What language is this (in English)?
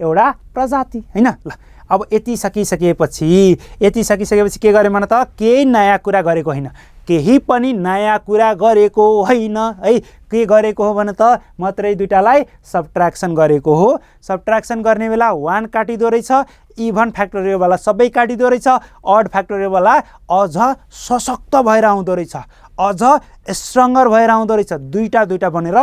Nepali